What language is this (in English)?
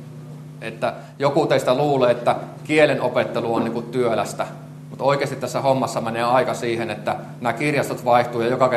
Finnish